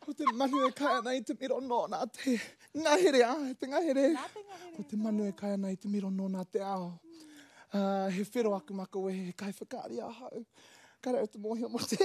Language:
Māori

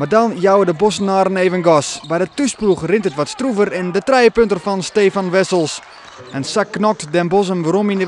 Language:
Western Frisian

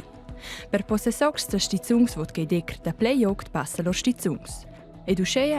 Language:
Romansh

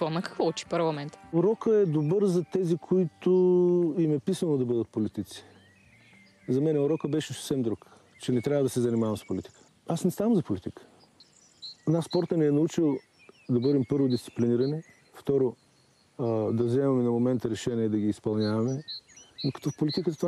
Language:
Bulgarian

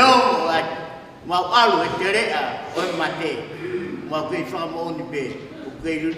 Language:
Tongan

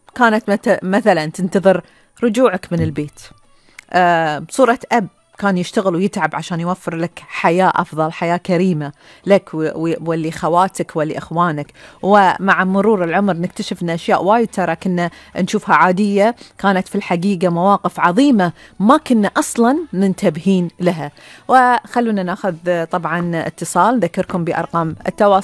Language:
Gulf Arabic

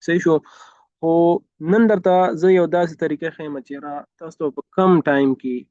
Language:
Pashto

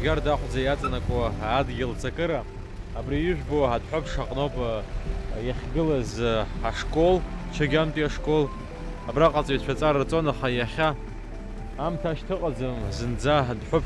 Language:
Abkhazian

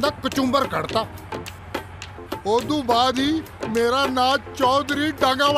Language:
Punjabi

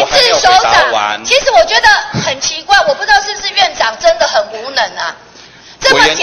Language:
Chinese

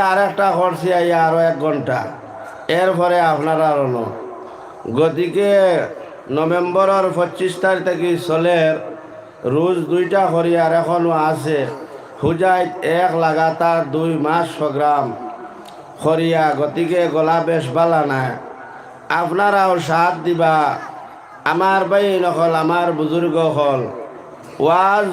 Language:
Sylheti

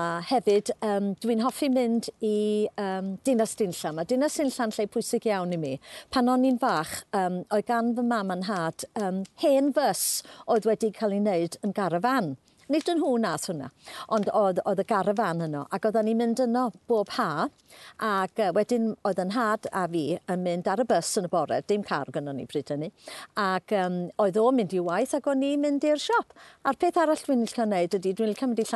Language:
Welsh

